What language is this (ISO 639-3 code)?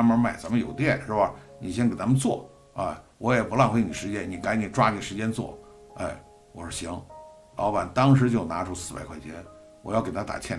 zho